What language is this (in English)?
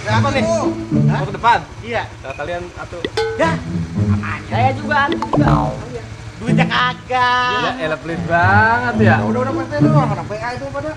Betawi